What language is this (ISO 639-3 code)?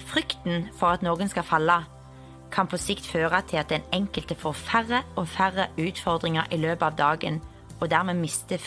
nor